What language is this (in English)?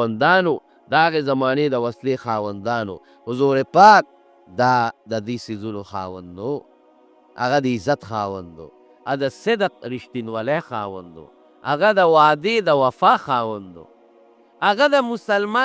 Pashto